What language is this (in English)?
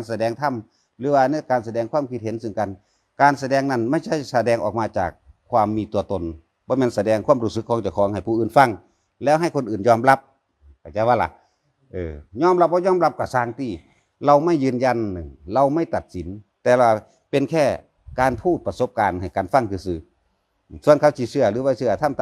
Lao